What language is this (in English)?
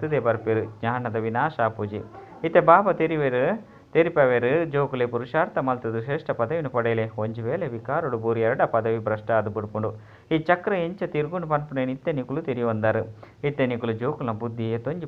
Tulu